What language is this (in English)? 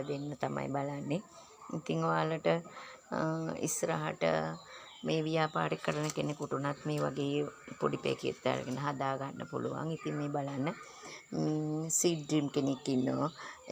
Sinhala